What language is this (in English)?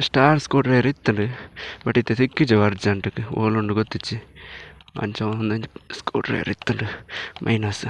Tulu